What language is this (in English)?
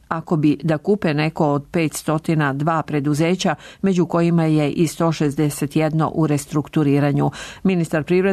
Serbian